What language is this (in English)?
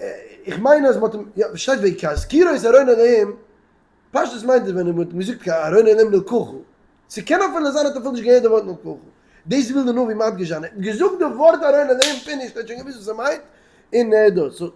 Yiddish